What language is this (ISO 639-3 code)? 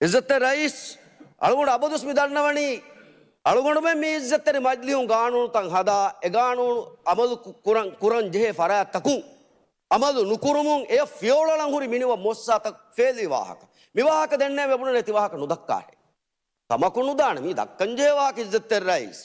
div